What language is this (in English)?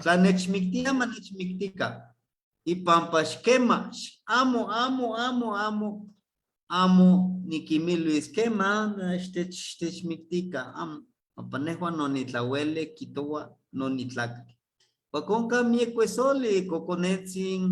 Eastern Huasteca Nahuatl